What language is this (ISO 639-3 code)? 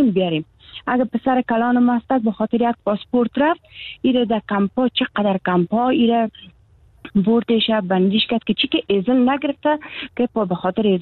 fas